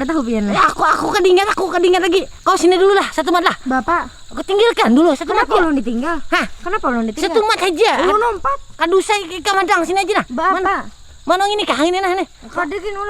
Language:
Banjar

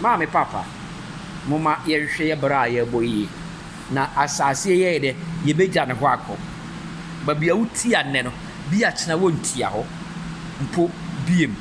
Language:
Akan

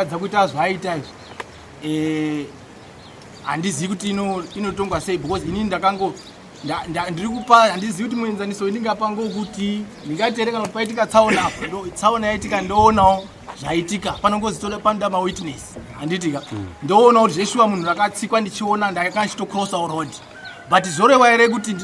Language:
Shona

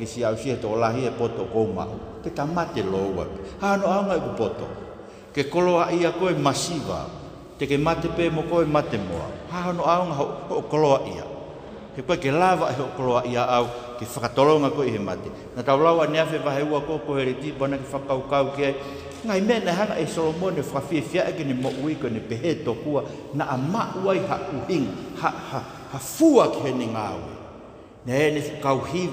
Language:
Tongan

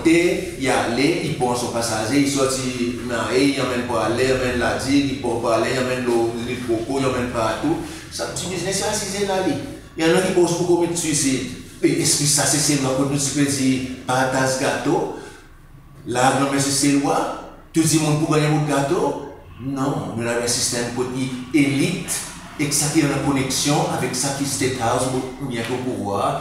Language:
Seselwa Creole French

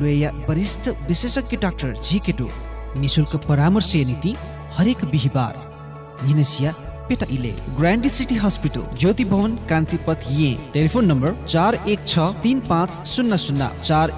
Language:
Newari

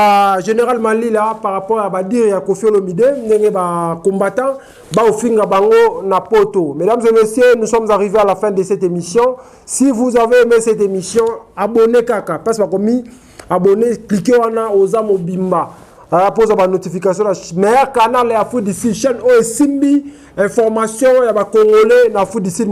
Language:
Lingala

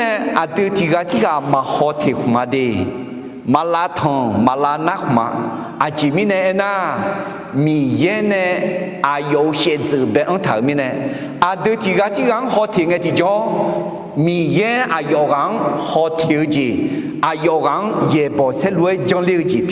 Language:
Akha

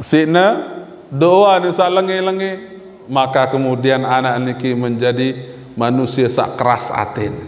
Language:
Sasak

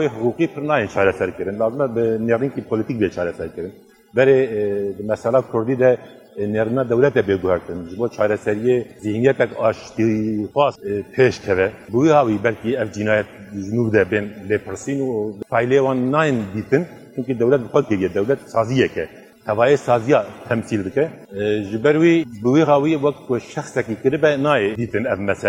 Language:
Kurdish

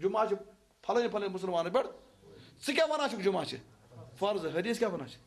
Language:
Kashmiri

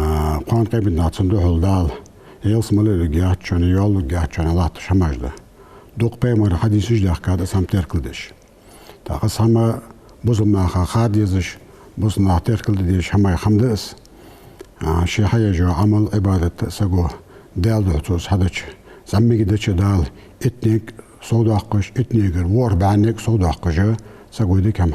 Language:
Ingush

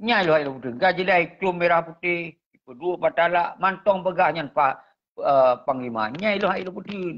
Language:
Achinese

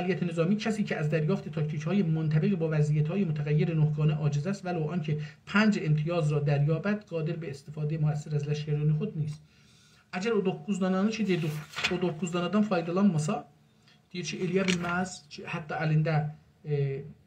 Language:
South Azerbaijani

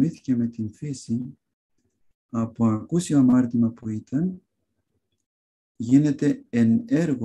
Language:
Greek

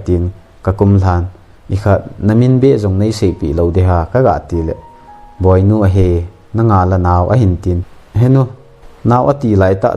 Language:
Thado Chin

